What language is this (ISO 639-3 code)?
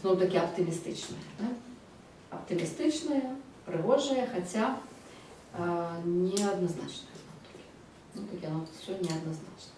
bel